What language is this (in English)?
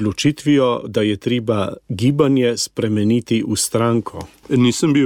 Slovenian